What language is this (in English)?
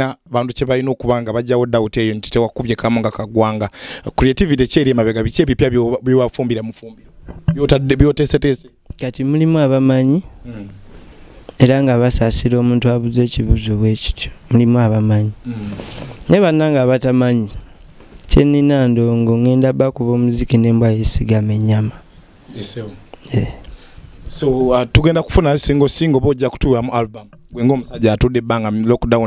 Ganda